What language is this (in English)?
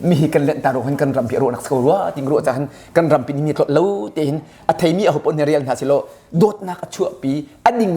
Hakha Chin